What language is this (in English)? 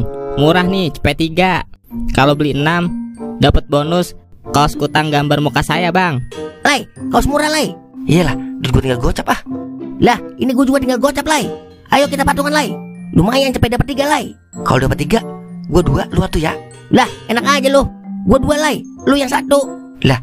Betawi